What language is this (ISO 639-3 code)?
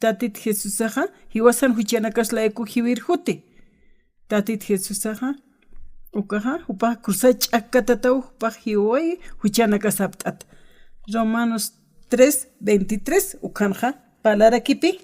aym